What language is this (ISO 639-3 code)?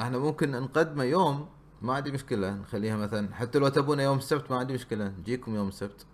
afb